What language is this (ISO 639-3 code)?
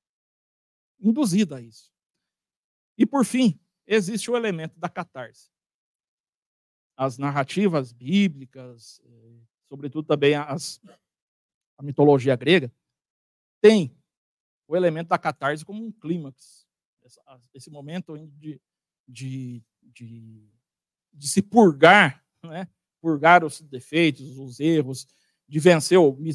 por